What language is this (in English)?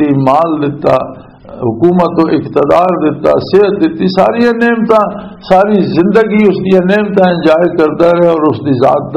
Western Panjabi